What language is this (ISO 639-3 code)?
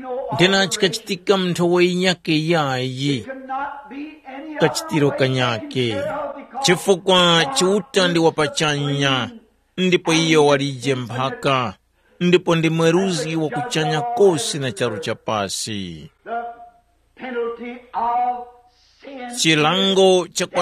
tum